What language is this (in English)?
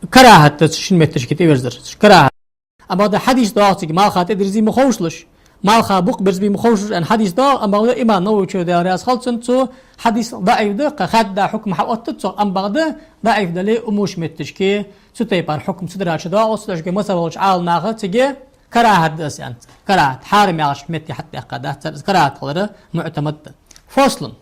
Ingush